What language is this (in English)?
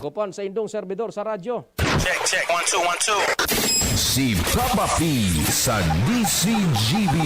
Bikol